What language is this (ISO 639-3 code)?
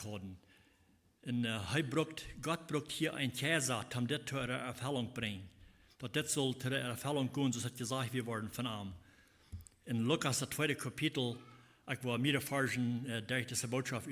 pdt